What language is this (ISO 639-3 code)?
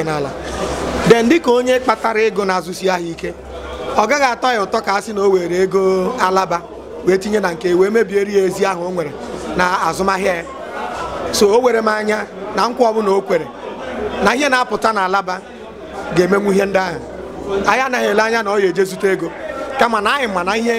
ibo